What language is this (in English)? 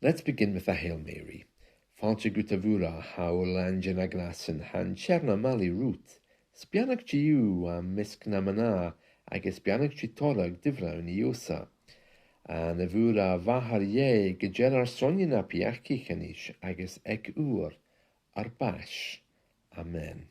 Scottish Gaelic